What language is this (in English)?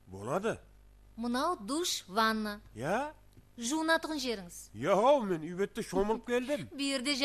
Kara-Kalpak